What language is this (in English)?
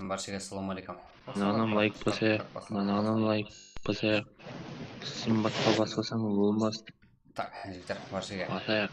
Kara-Kalpak